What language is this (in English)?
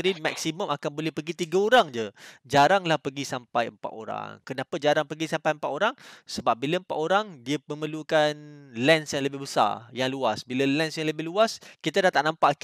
Malay